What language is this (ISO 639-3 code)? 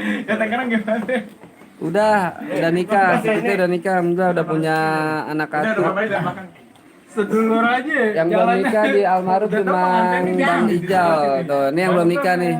bew